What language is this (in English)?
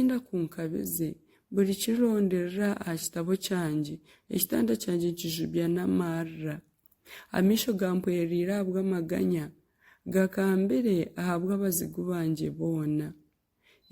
Nyankole